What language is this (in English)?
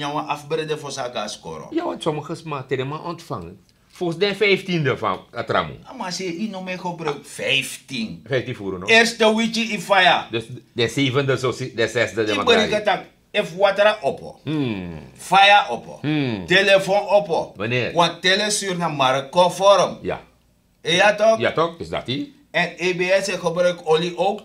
Sranan Tongo